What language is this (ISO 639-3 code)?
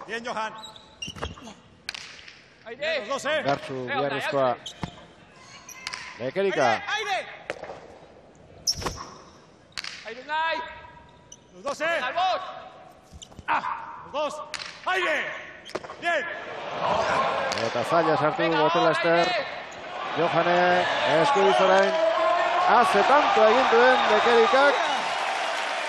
eus